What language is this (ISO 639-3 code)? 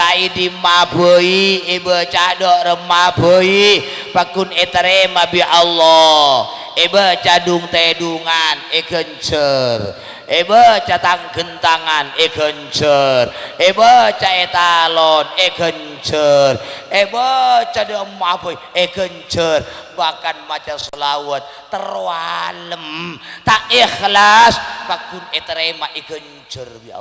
mad